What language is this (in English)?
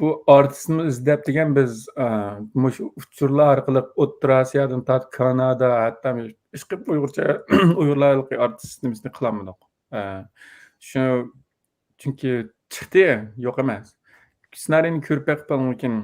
Uyghur